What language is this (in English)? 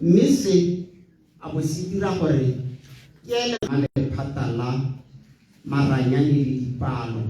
Tswana